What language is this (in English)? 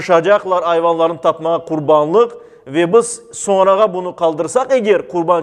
Crimean Tatar